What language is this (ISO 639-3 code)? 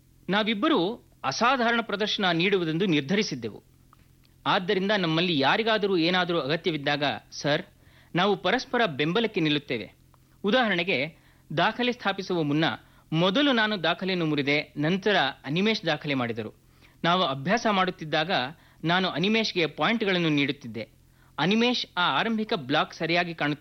kan